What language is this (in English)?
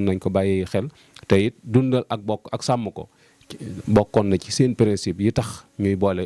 Wolof